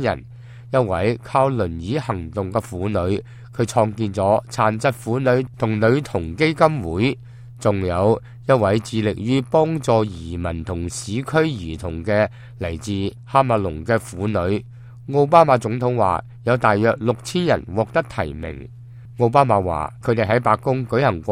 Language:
Cantonese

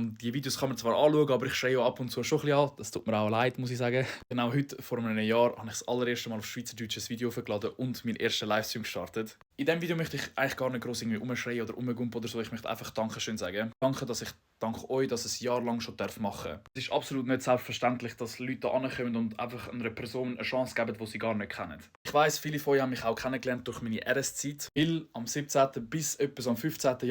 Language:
Swiss German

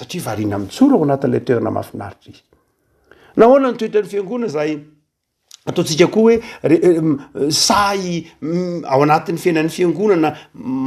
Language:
Malagasy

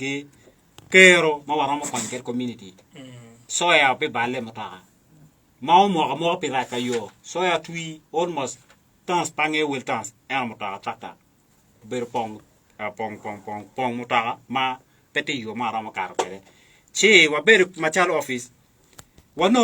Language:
Acoli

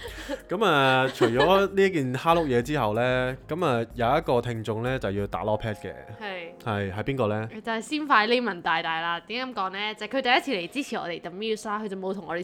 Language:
Cantonese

